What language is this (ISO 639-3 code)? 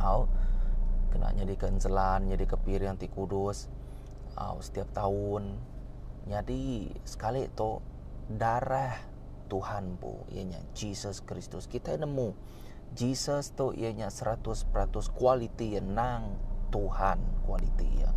iba